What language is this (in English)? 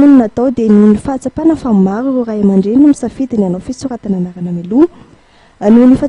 Malagasy